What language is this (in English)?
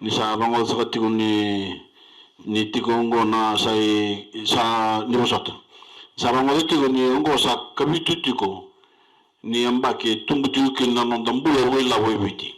Fijian